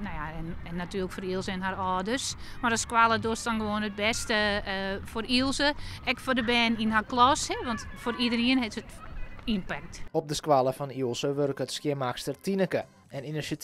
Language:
Western Frisian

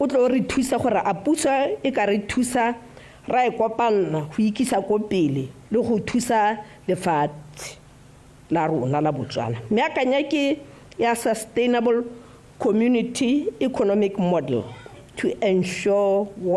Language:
Tswana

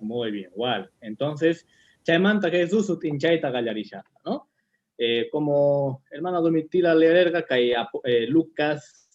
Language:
Quechua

